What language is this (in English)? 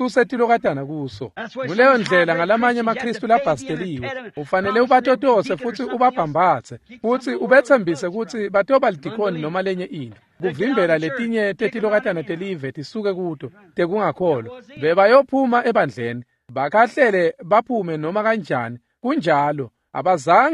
Swati